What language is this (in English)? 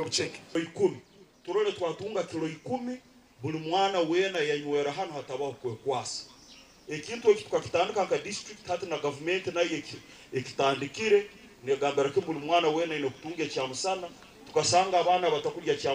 Nyankole